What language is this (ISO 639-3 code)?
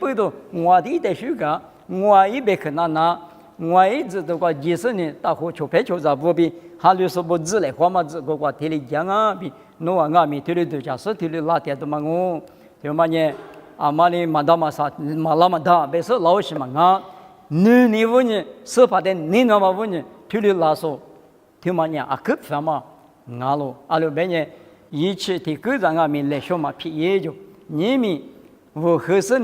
lis